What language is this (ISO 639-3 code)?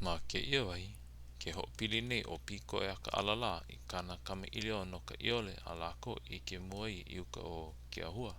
haw